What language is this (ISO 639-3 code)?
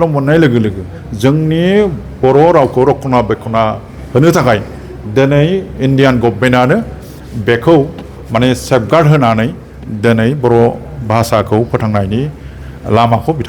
brx